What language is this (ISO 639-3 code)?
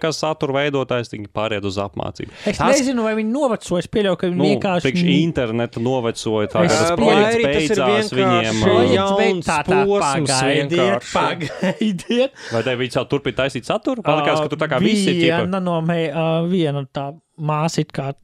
lav